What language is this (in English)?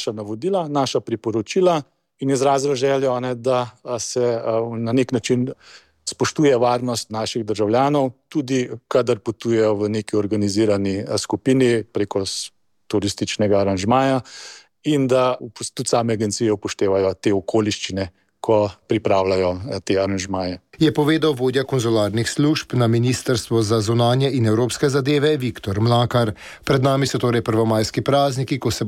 Slovenian